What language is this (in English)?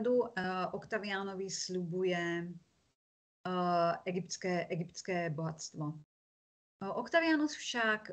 Slovak